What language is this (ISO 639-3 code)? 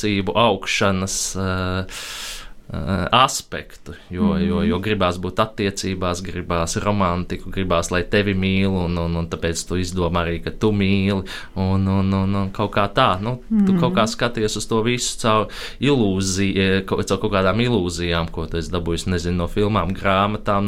lav